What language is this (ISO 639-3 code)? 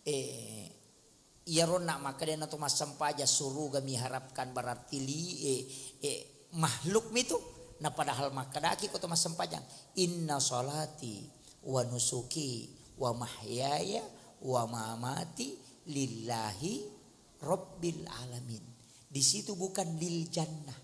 bug